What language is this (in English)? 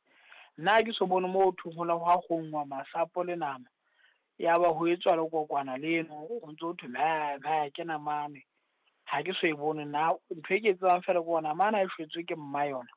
Southern Sotho